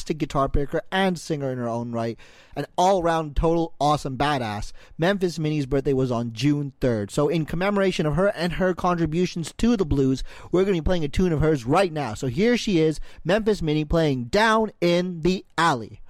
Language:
English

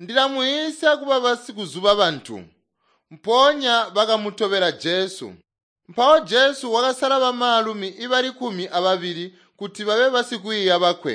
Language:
Tonga (Zambia)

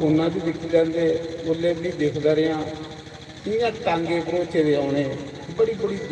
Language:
Dogri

